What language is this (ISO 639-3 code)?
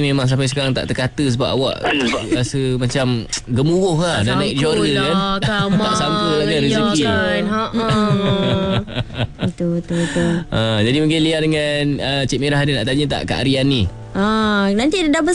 msa